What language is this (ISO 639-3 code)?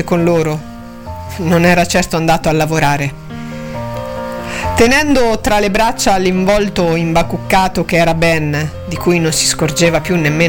ita